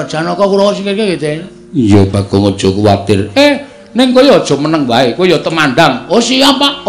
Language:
Javanese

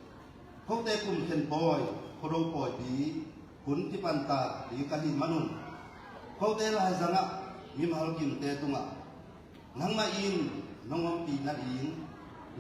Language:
Tedim Chin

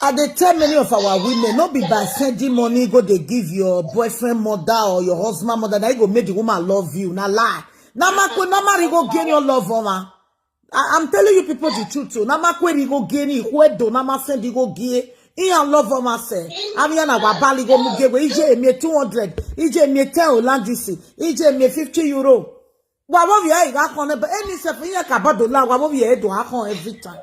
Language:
Nigerian Pidgin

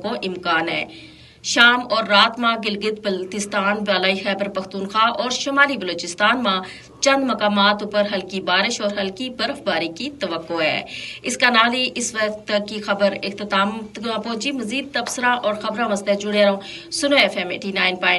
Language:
Gujari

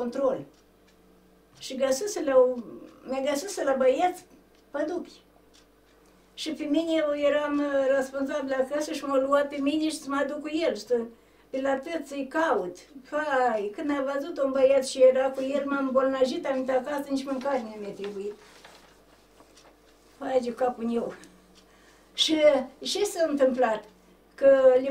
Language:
Romanian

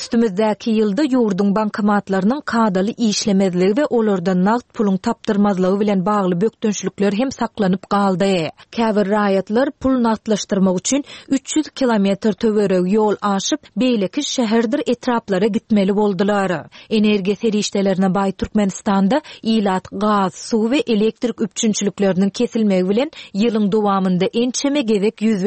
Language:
Turkmen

